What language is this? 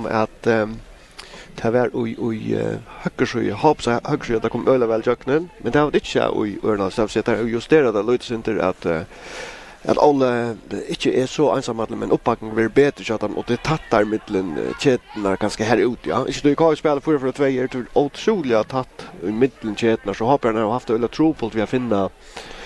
Faroese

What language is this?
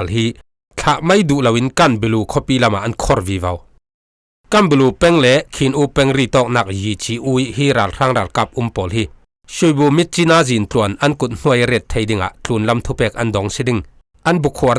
Falam Chin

